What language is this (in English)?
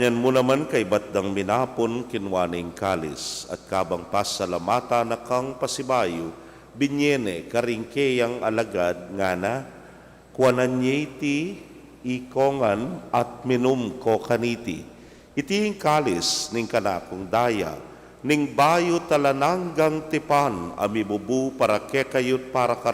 Pampanga